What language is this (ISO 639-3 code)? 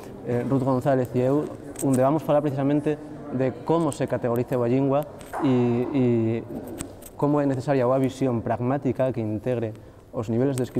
ast